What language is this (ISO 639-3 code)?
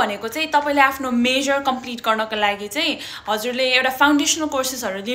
nep